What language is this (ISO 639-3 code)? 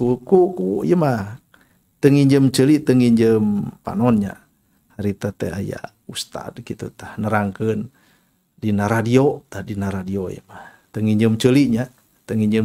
sun